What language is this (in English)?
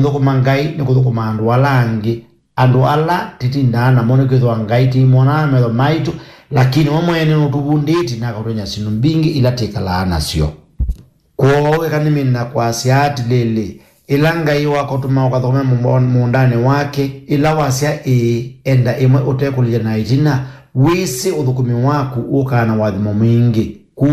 Kamba